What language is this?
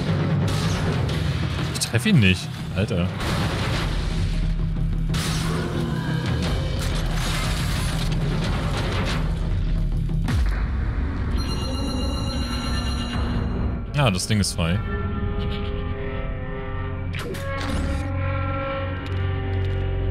German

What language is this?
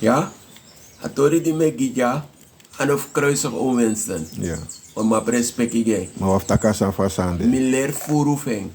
Sranan Tongo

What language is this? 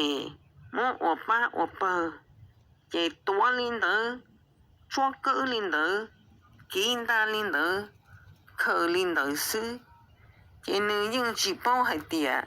Hmong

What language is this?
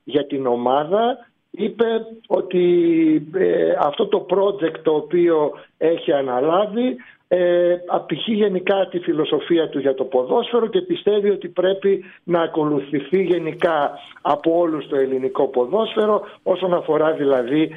Greek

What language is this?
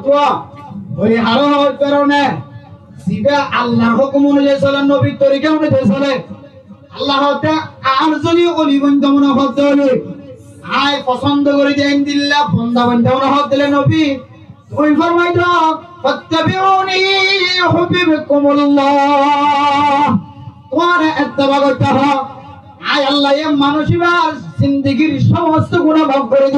Rohingya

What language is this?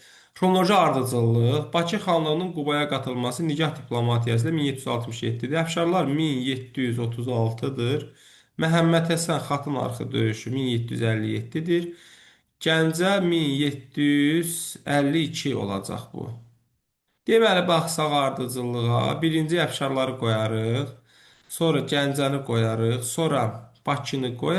Azerbaijani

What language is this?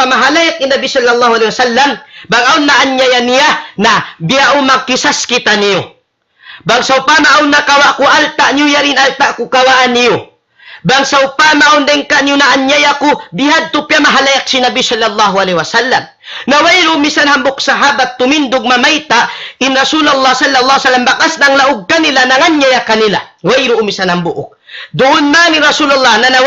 Tausug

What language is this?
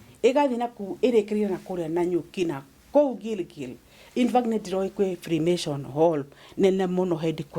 Kikuyu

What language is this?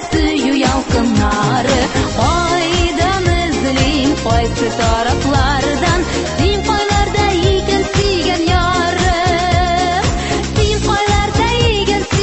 Tatar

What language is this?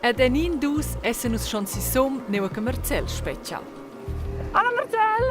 Romansh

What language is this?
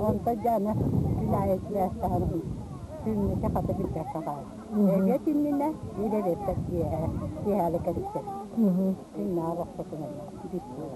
Yakut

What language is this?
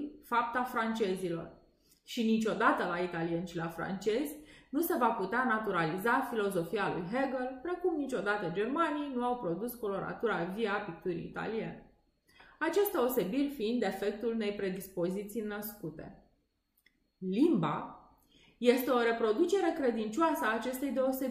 Romanian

